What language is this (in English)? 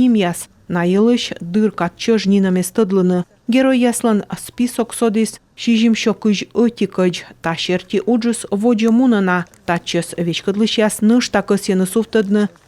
Komi